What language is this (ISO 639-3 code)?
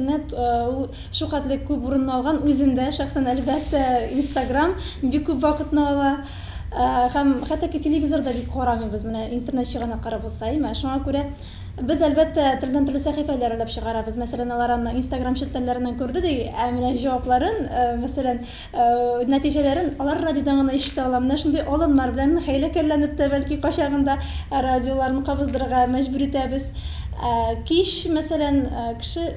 tat